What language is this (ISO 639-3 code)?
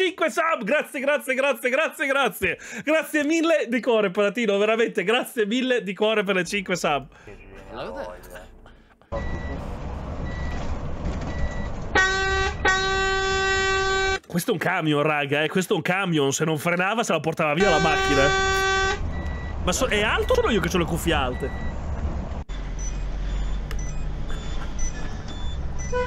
ita